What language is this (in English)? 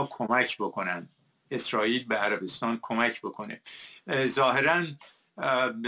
Persian